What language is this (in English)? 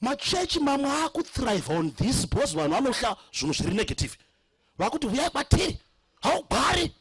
Shona